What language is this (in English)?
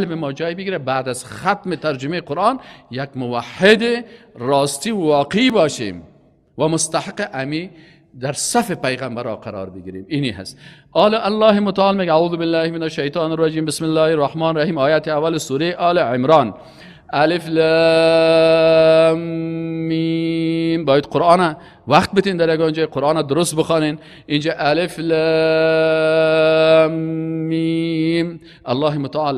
Persian